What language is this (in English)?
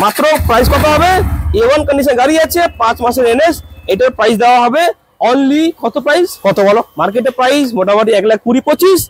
Bangla